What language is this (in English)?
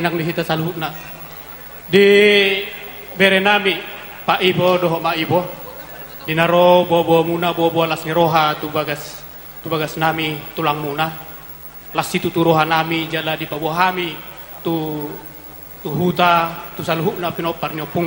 Batak Toba